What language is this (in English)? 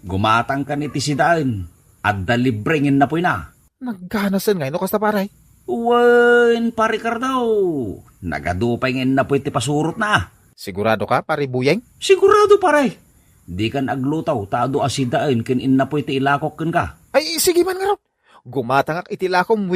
Iloko